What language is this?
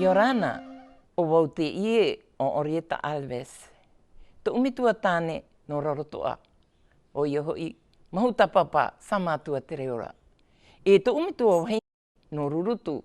Tahitian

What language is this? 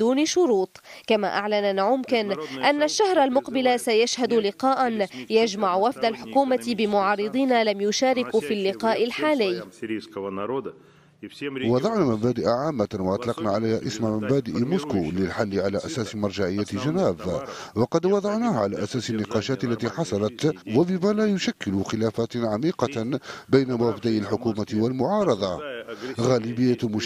Arabic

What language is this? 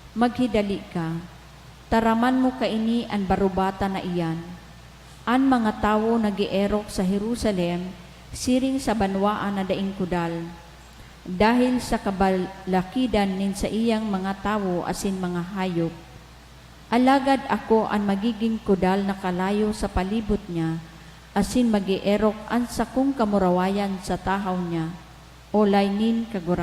Bikol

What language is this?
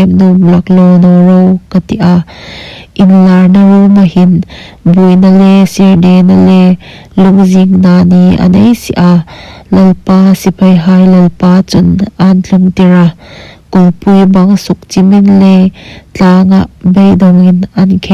Hmar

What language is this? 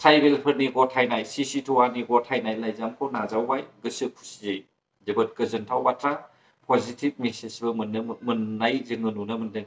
Bodo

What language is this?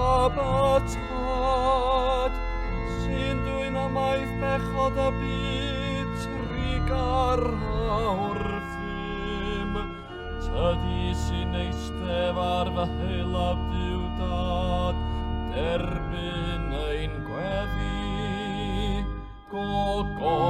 Welsh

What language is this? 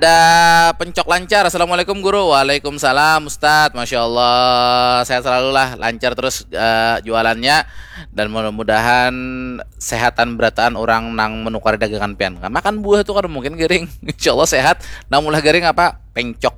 Banjar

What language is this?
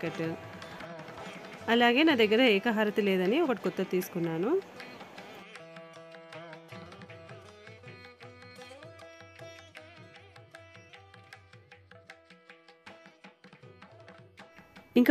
Telugu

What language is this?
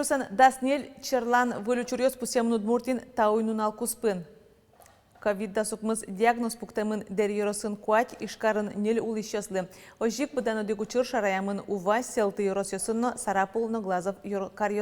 Udmurt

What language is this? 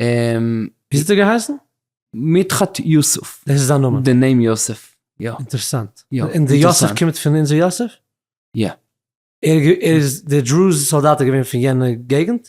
Yiddish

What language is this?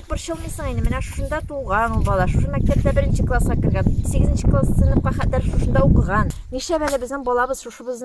Tatar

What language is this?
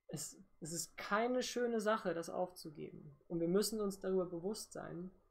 German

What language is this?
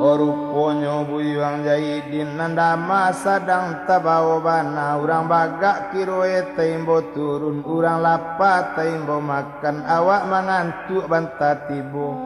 Minangkabau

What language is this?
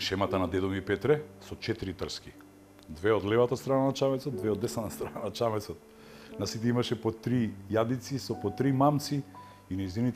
Macedonian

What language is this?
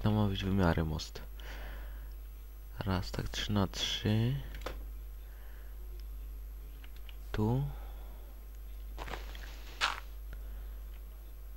Polish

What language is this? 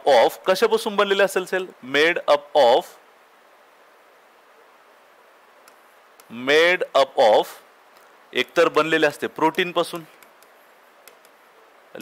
Marathi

